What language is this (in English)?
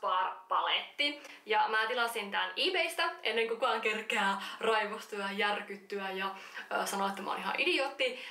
Finnish